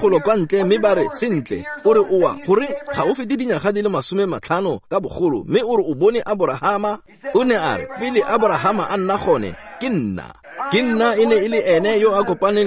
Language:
Tswana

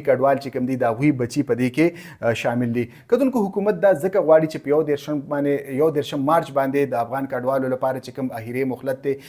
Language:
Pashto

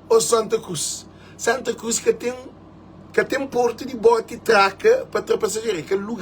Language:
Kabuverdianu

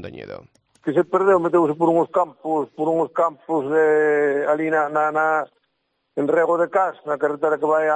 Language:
Galician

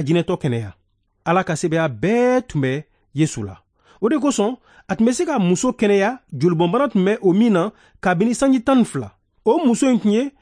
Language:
Bambara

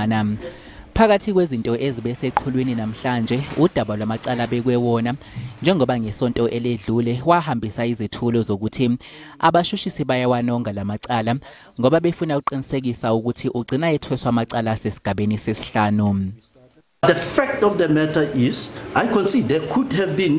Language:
Zulu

